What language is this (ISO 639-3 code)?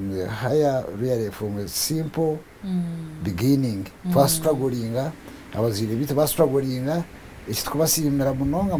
nyn